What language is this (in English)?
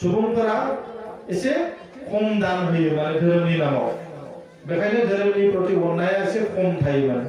Bodo